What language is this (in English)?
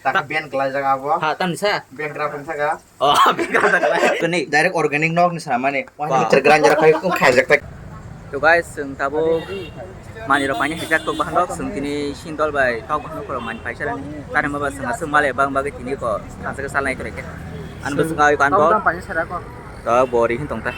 Kok Borok